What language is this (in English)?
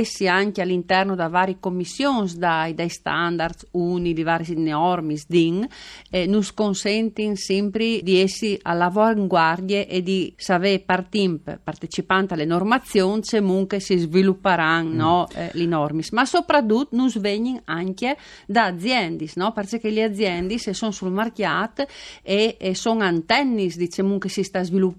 Friulian